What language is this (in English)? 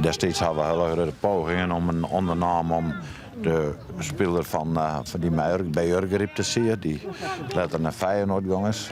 Western Frisian